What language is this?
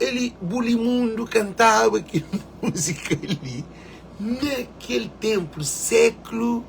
Kabuverdianu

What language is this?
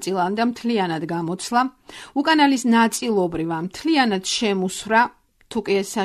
Georgian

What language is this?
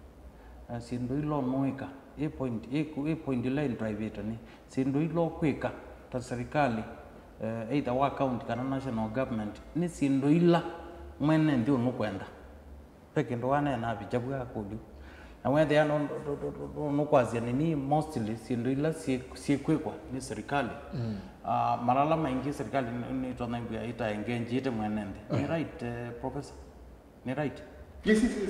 Kamba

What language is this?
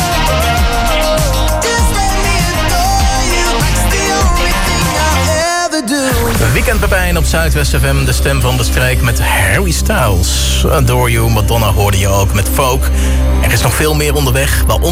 Dutch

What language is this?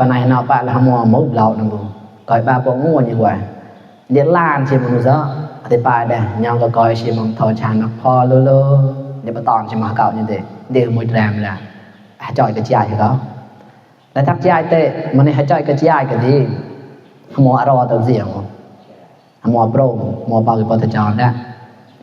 Mon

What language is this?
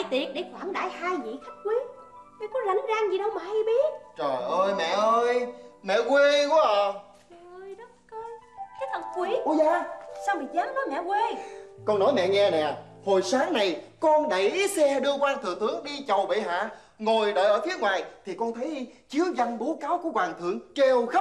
Vietnamese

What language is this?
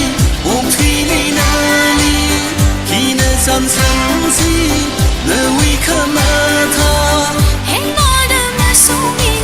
Tangkhul Naga (India)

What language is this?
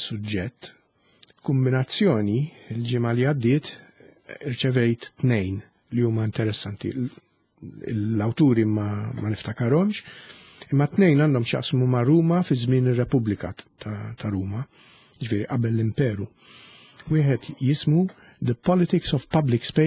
Maltese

